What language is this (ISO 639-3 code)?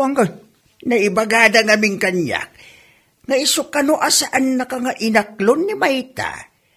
ilo